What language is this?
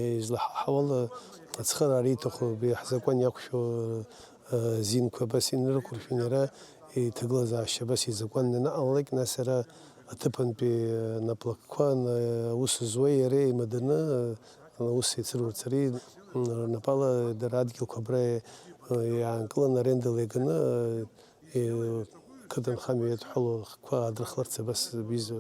Abkhazian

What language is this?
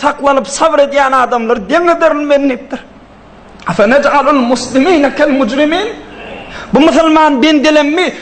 Turkmen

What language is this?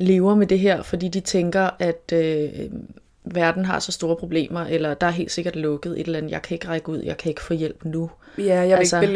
Danish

